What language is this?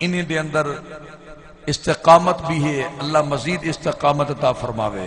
Saraiki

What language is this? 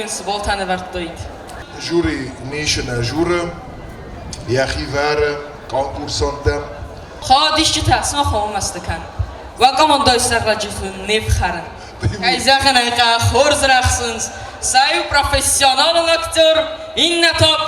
Ossetic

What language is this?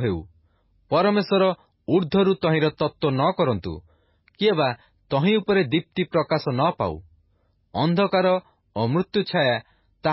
Odia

